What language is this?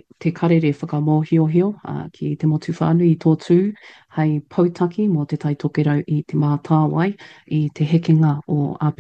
Māori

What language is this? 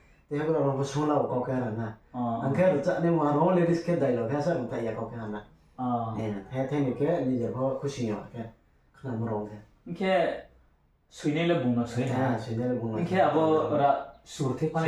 Riang (India)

